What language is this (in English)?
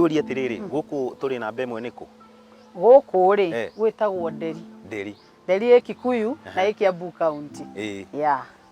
Kikuyu